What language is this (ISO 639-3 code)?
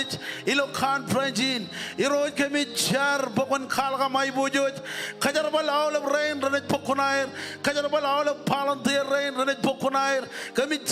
mah